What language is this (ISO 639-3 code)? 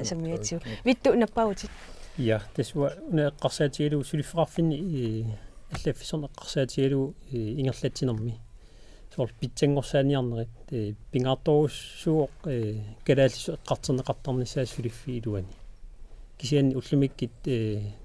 kal